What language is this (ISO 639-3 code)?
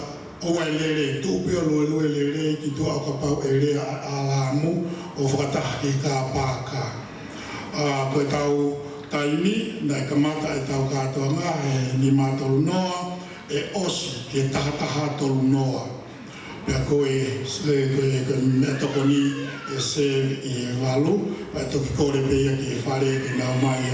ton